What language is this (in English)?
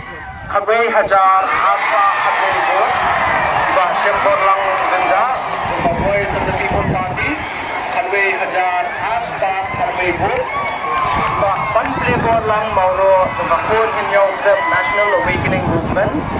Khasi